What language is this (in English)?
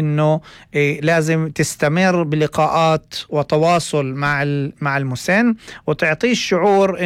North Levantine Arabic